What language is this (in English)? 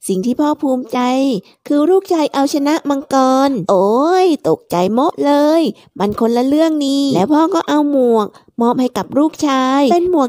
Thai